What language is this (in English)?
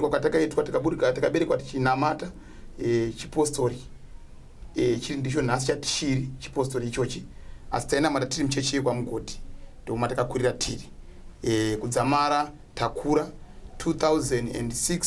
Shona